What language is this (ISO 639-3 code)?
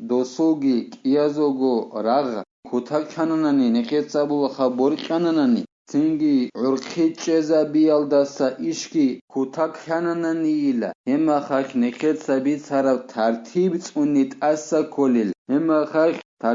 ava